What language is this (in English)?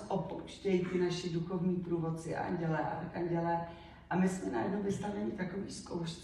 Czech